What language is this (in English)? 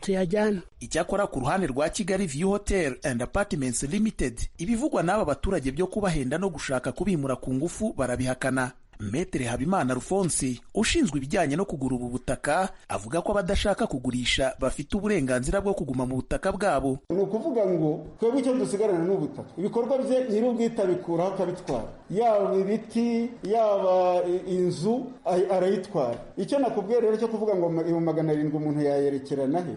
Kinyarwanda